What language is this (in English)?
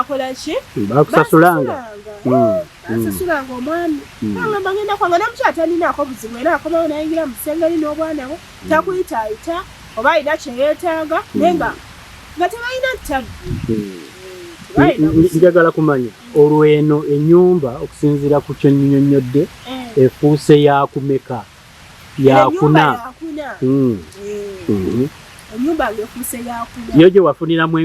Ganda